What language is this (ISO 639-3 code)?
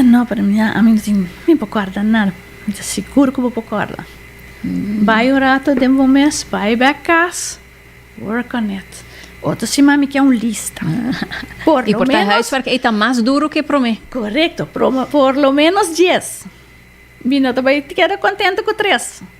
pap